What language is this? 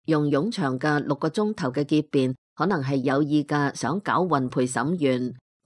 Cantonese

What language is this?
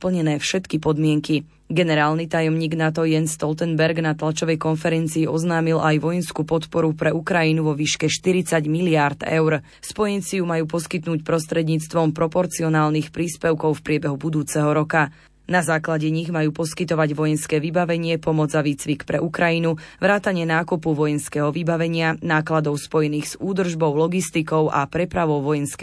Slovak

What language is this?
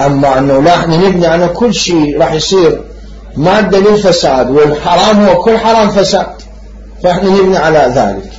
Mesopotamian Arabic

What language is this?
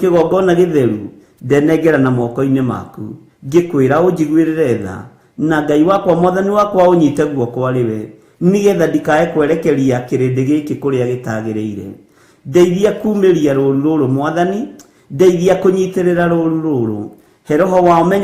Kikuyu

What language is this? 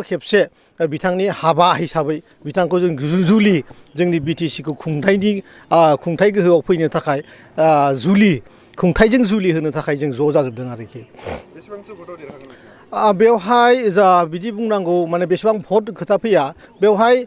Bodo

